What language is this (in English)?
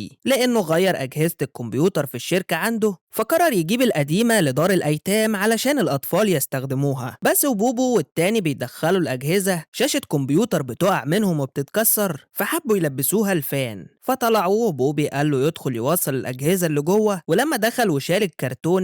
Egyptian Arabic